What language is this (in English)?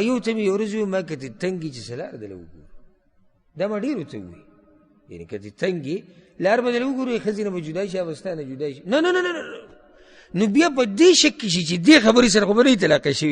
Pashto